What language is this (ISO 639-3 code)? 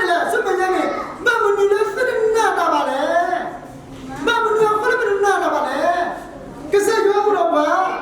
ksw